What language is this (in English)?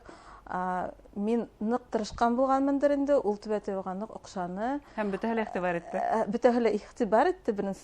Bashkir